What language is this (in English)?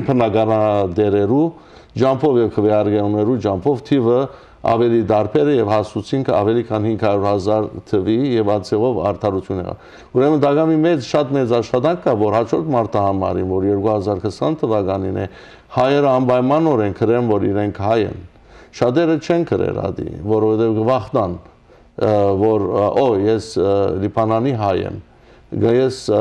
Western Armenian